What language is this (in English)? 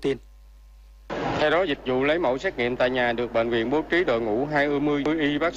Vietnamese